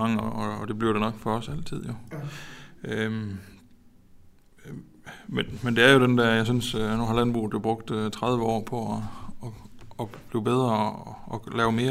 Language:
Danish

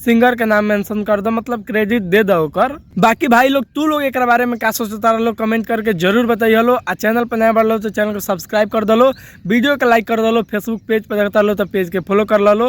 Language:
Bhojpuri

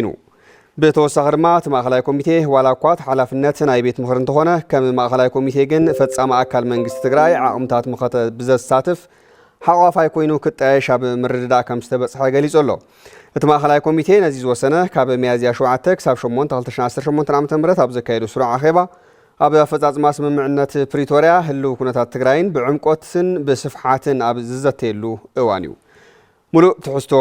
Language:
Tigrinya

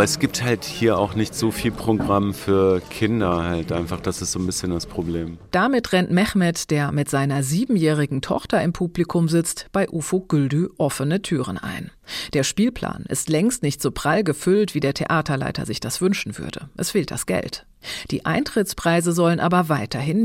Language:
German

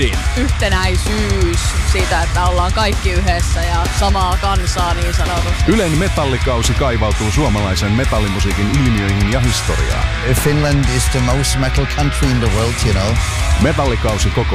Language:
Finnish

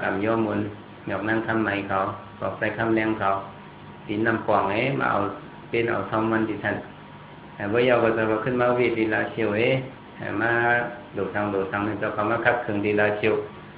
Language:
Shan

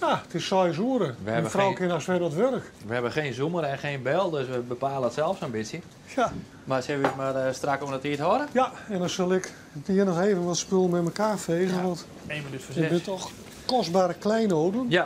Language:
Western Frisian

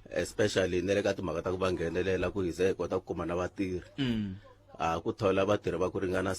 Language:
Tsonga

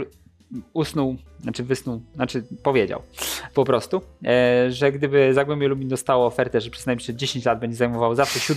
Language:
Polish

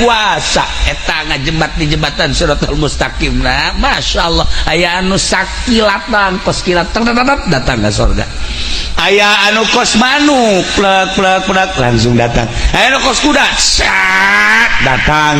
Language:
Sundanese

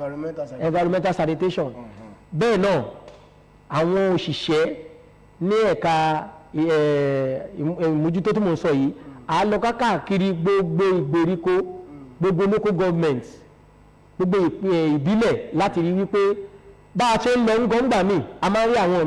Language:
Yoruba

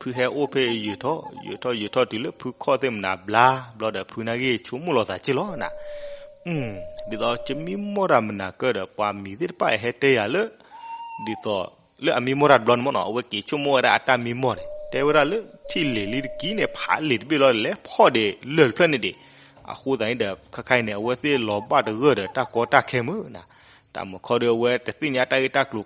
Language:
S'gaw Karen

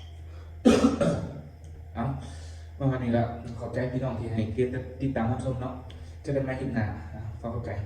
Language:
Lao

